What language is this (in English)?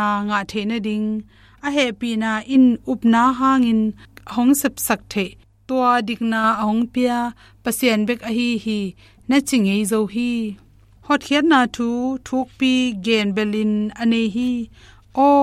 Tedim Chin